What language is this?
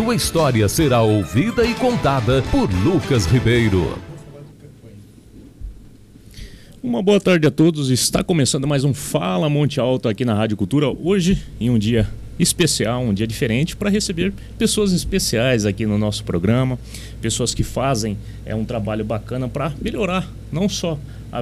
Portuguese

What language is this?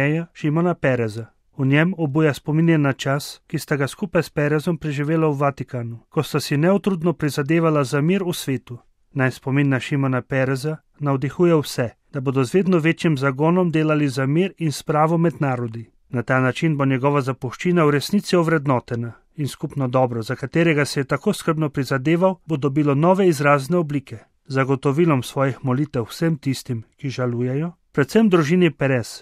Slovenian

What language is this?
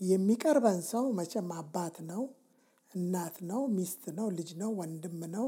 Amharic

